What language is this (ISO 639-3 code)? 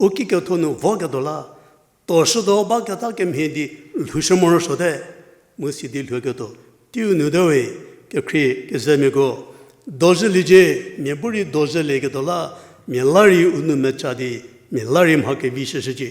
njm